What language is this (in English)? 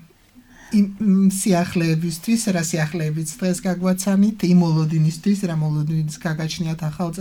Georgian